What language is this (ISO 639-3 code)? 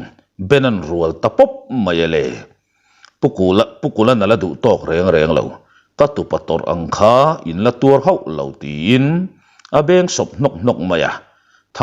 lus